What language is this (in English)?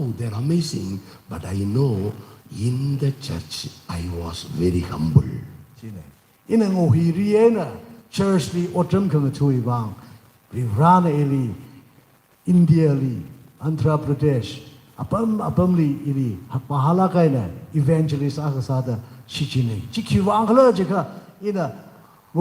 Tangkhul Naga (India)